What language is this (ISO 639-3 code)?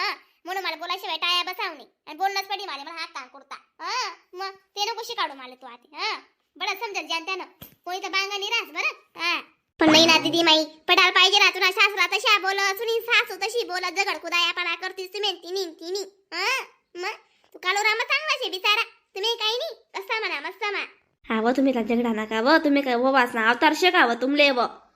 khn